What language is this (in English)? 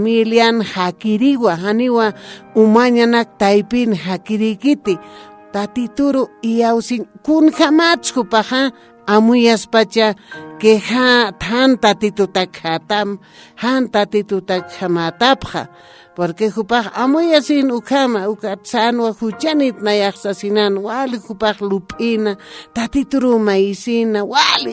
Aymara